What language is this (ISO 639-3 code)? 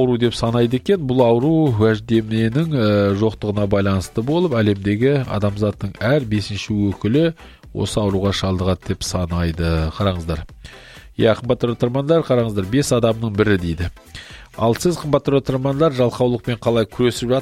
kaz